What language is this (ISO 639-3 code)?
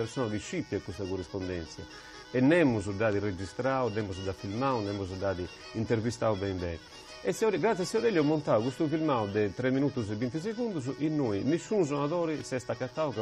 srd